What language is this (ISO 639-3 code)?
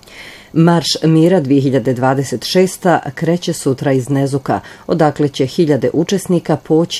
bos